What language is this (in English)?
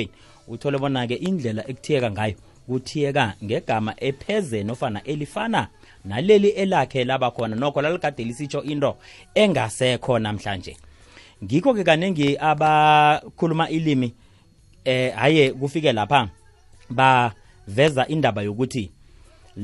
South Ndebele